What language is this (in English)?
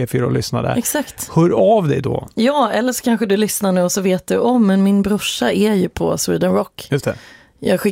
Swedish